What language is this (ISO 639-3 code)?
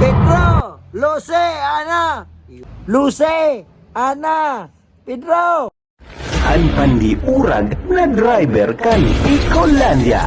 bik